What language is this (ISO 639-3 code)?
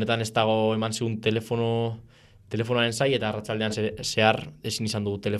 eus